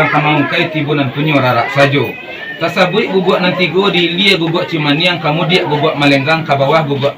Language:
Minangkabau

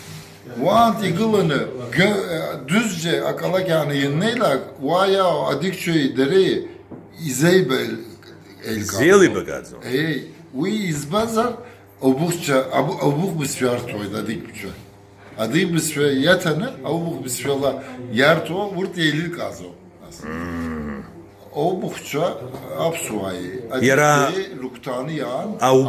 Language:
Abkhazian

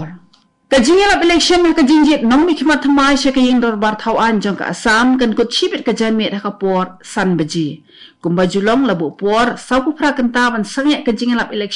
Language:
Khasi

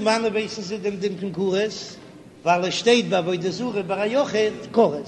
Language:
Yiddish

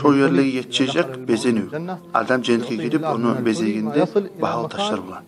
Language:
Kumyk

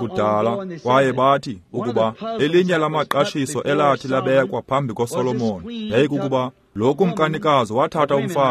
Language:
Xhosa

